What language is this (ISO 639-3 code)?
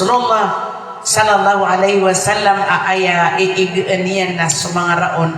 mrw